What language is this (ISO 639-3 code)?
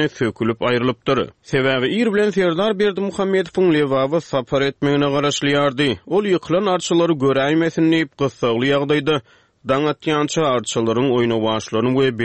tuk